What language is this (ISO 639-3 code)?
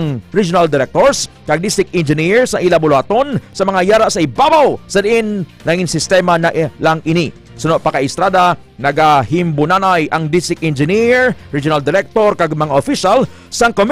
hil